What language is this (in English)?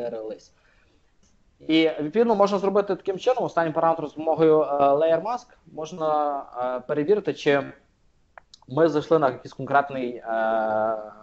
Ukrainian